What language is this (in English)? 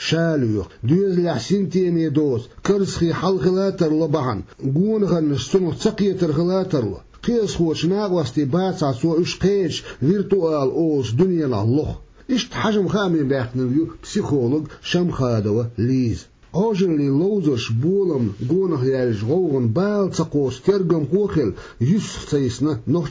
Chechen